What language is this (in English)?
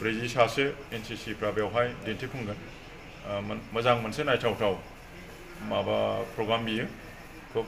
Bodo